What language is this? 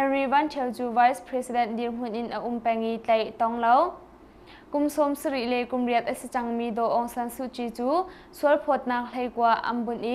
Hakha Chin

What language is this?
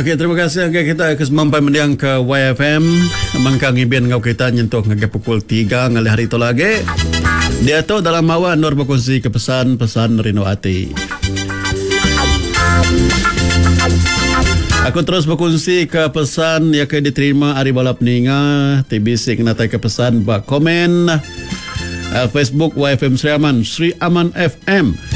Iban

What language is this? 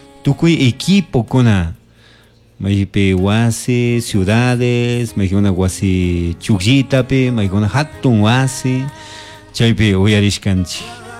Chimborazo Highland Quichua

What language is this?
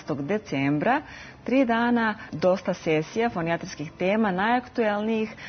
Serbian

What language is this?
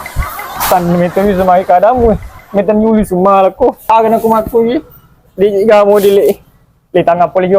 Buginese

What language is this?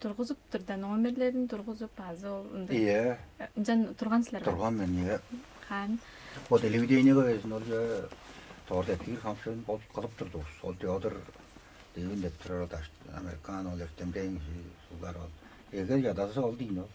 Tuvinian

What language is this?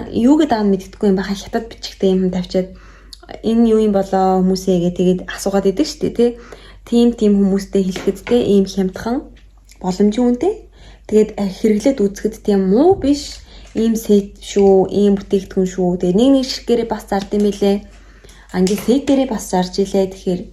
Mongolian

